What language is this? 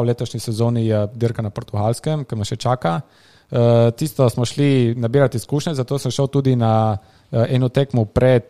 Slovenian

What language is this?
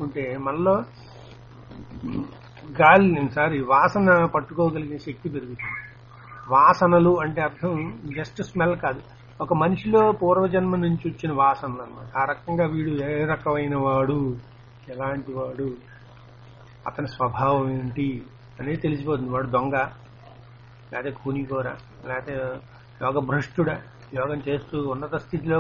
Telugu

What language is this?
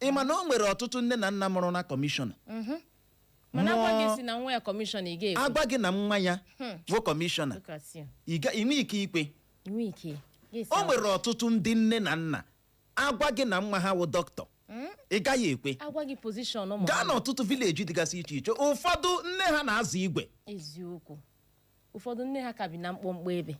Igbo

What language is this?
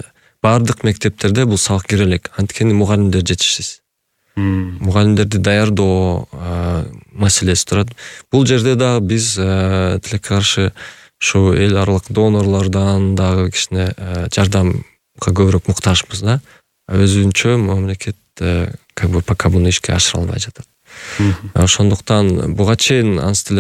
Kyrgyz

